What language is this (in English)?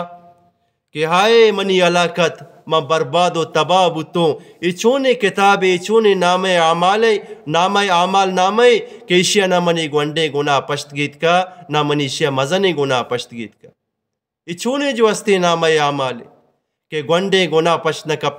Eastern Balochi